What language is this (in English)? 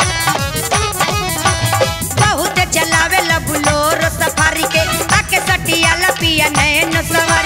Bhojpuri